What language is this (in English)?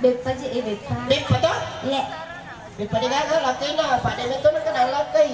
Buginese